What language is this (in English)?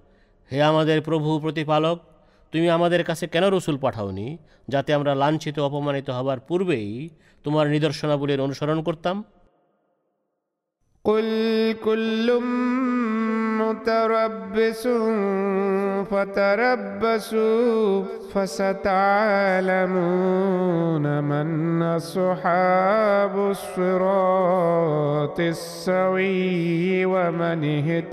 Bangla